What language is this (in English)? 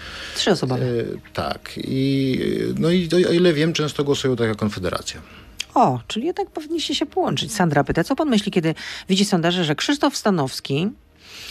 Polish